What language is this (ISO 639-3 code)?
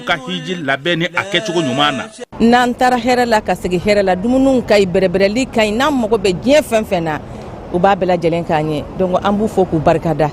bam